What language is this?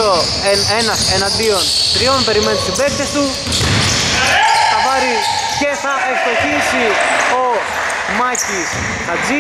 Greek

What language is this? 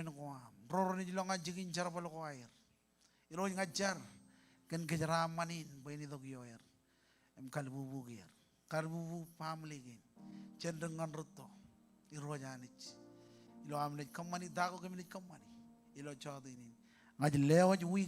Marshallese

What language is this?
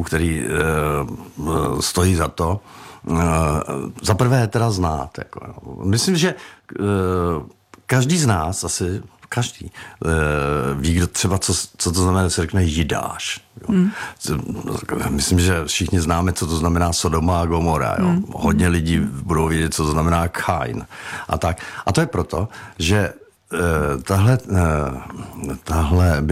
Czech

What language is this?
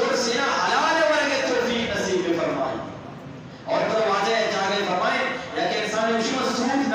Eastern Balochi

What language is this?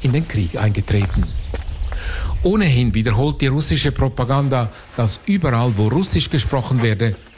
German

